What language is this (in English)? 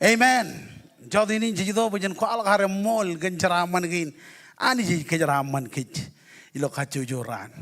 Marshallese